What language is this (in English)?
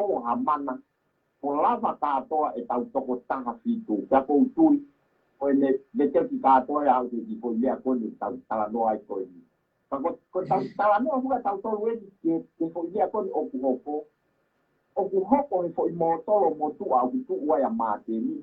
Tongan